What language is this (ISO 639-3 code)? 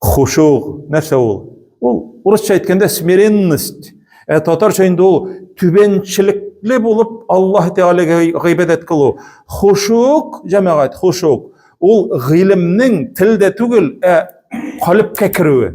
tat